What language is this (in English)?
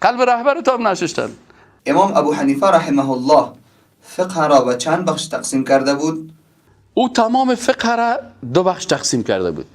Persian